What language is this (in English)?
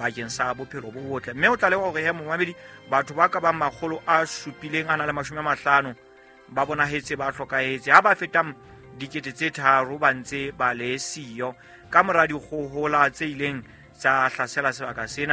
Southern Sotho